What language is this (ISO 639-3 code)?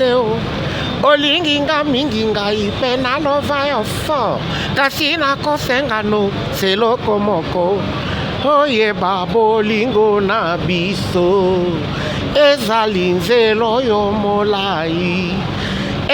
lin